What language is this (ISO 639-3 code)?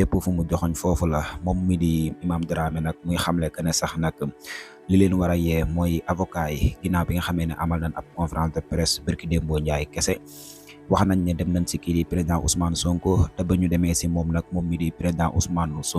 wol